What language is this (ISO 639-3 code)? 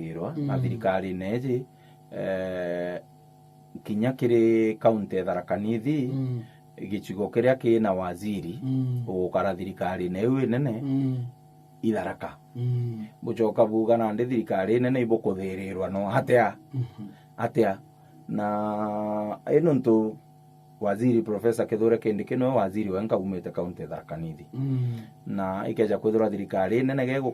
mer